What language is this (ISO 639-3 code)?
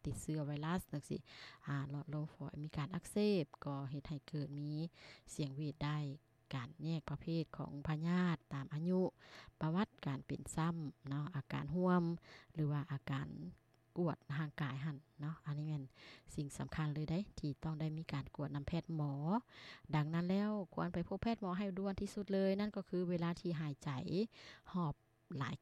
lao